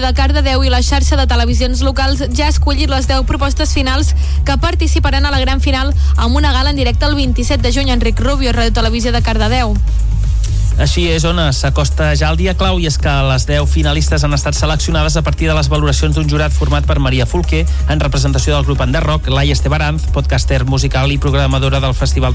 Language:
Catalan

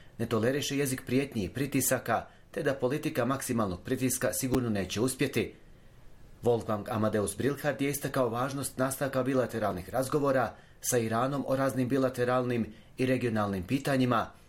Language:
Bosnian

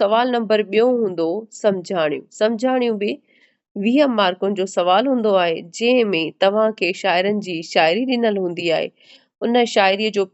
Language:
Sindhi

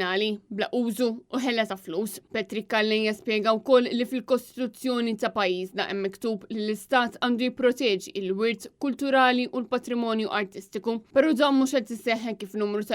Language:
Maltese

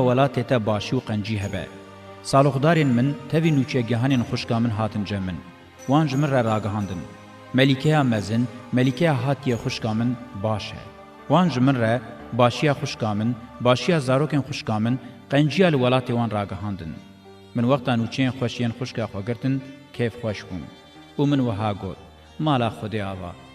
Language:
Kurdish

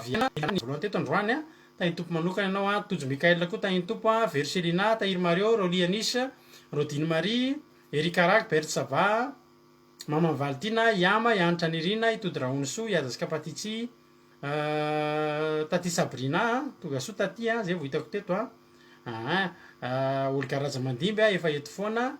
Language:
Malagasy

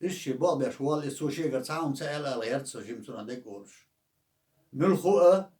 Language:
Chechen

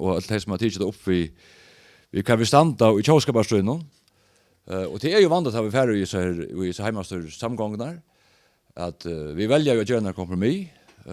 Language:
Faroese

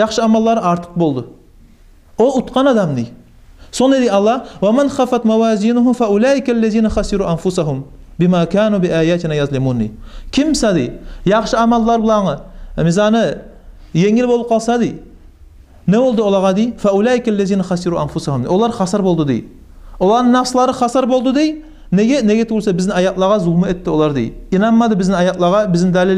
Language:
Kumyk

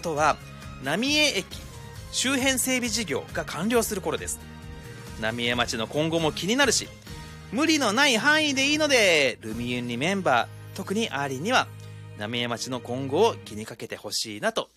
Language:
Japanese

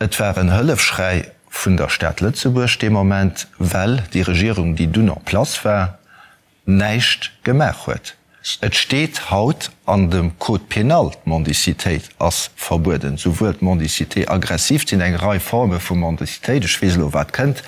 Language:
Luxembourgish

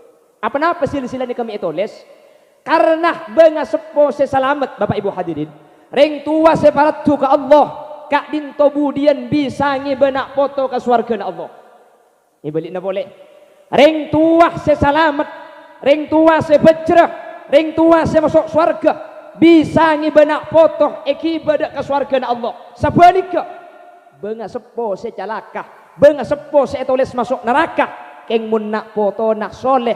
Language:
Madurese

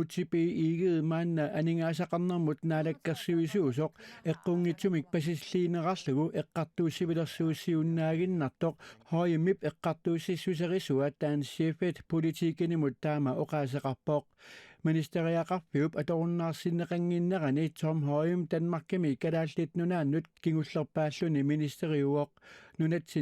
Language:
Kalaallisut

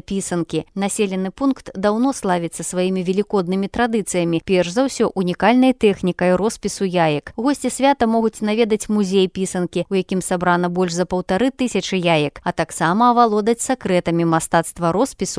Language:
Belarusian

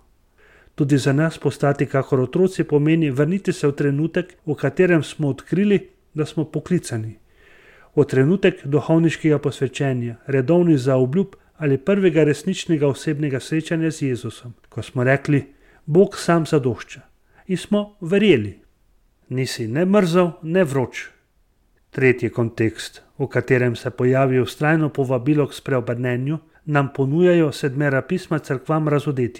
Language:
Slovenian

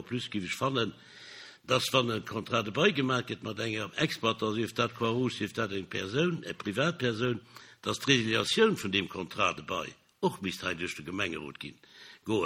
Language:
Luxembourgish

